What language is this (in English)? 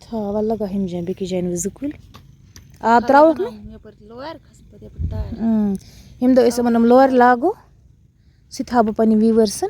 Kashmiri